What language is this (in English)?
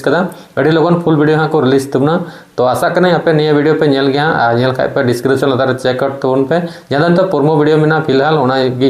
Santali